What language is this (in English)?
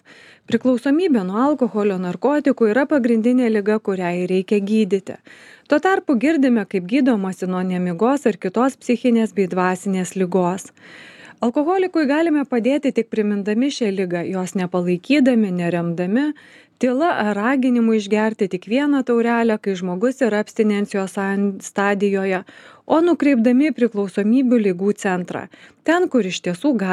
Lithuanian